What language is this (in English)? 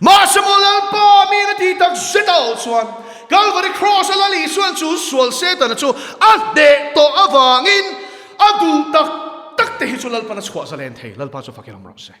Mizo